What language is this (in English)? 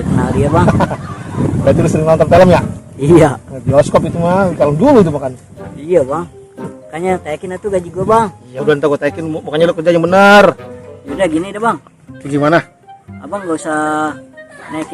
Betawi